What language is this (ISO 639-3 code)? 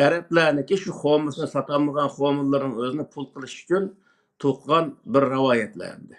uig